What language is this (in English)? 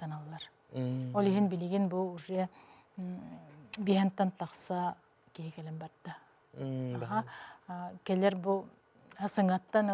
Yakut